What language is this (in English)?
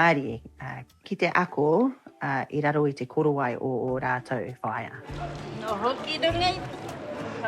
Māori